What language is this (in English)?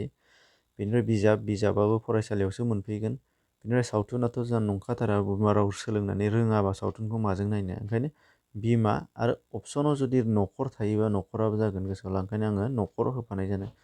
Bodo